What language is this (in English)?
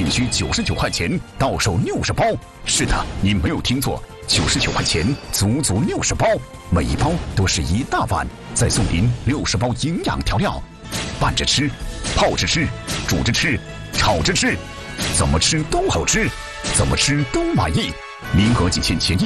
Chinese